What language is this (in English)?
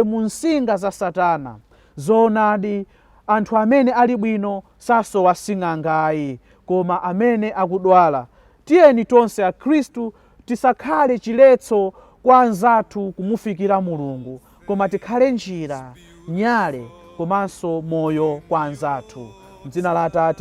Nyanja